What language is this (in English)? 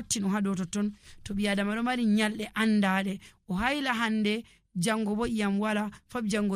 Nigerian Fulfulde